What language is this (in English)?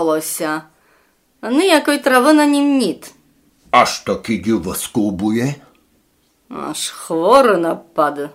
Rusyn